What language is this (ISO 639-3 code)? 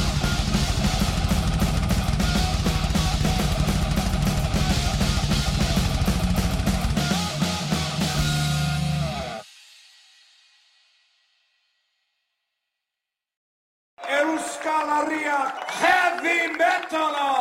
eus